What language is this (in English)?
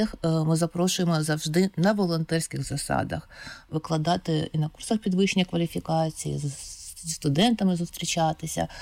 Ukrainian